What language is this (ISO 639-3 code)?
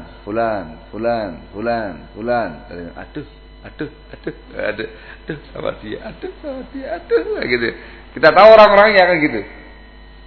ind